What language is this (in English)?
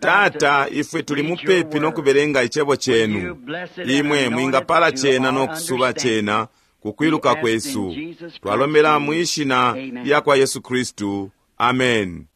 Bemba